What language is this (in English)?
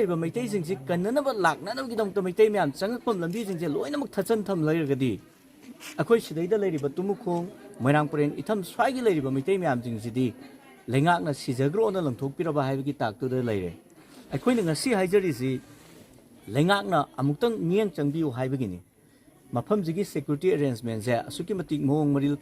Manipuri